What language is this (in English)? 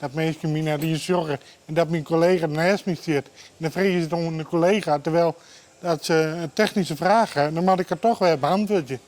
Western Frisian